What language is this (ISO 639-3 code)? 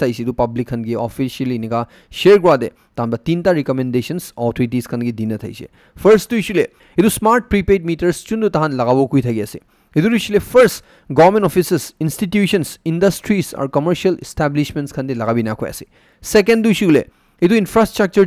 nag